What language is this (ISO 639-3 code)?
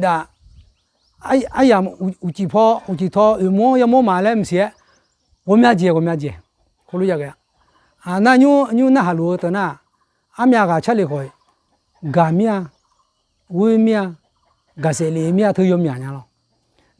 ahk